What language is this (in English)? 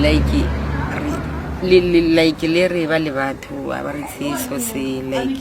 Northern Sotho